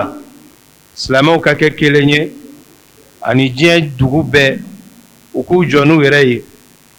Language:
Bambara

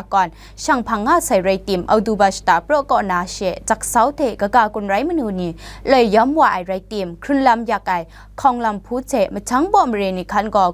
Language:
Kachin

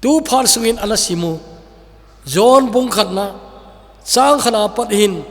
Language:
Thado Chin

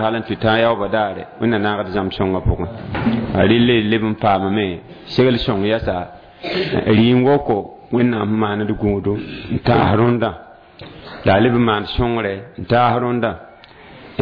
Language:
Mossi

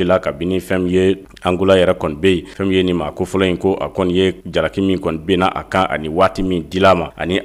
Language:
Bambara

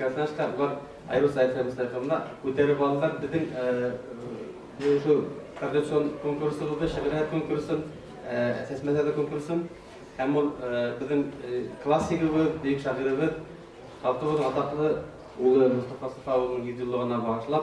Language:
Bashkir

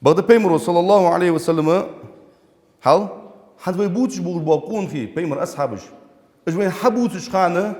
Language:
Ingush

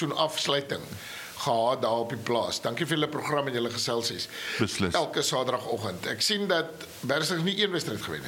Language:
Afrikaans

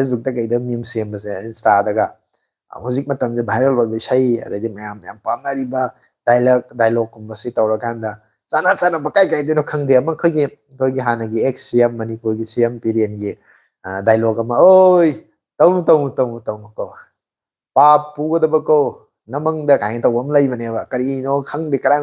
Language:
Manipuri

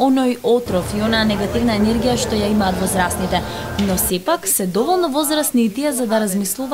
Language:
Macedonian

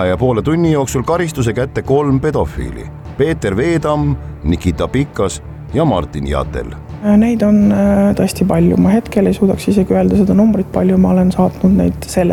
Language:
Estonian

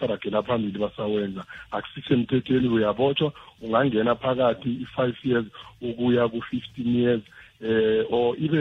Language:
South Ndebele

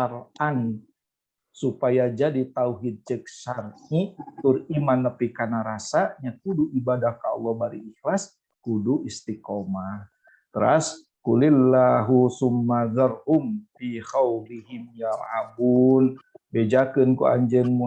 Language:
Sundanese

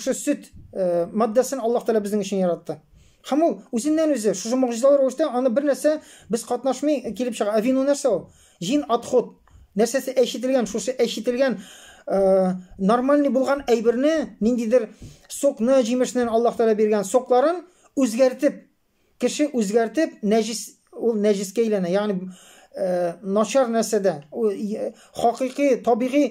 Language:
Tatar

